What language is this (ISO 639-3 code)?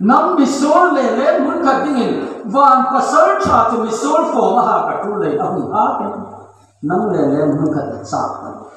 hmr